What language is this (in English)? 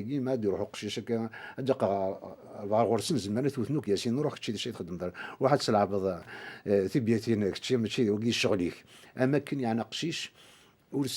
Kabyle